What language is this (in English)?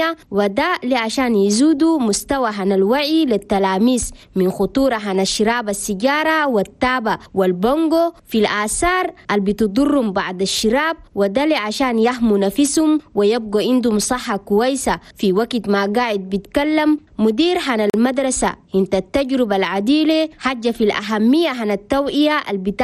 Chadian Arabic